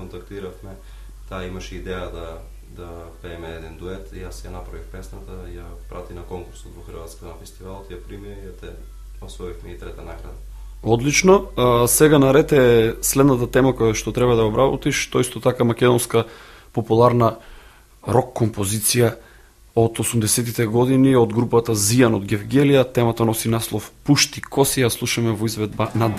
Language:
Macedonian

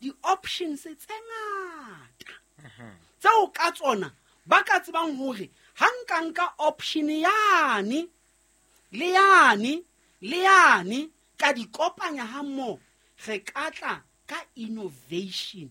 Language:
Southern Sotho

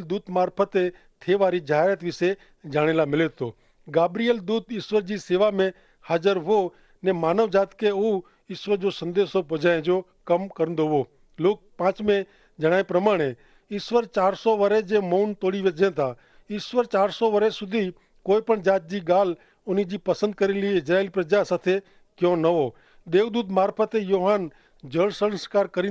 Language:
Kachhi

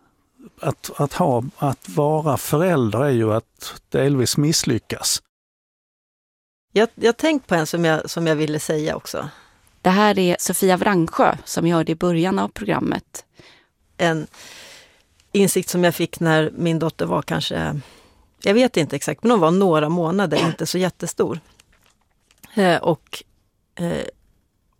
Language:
Swedish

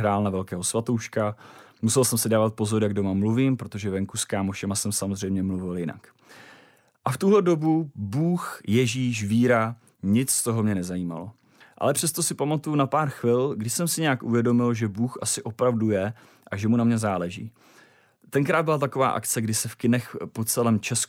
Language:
Czech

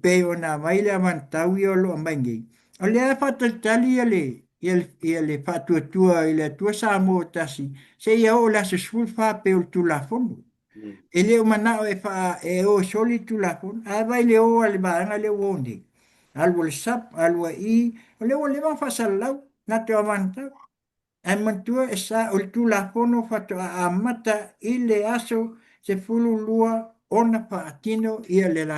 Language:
Samoan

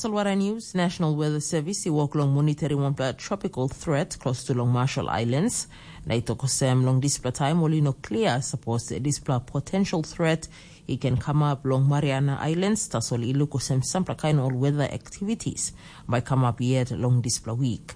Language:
Tok Pisin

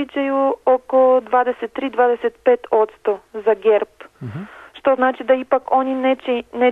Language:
Serbian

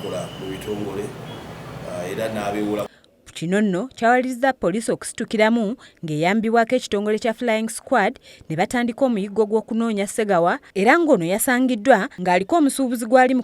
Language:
Ganda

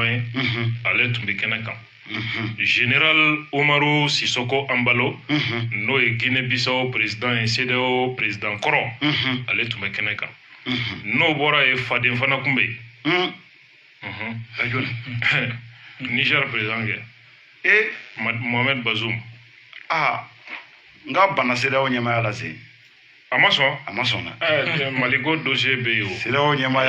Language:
Bambara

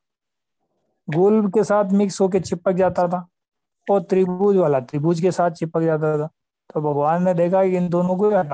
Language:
Hindi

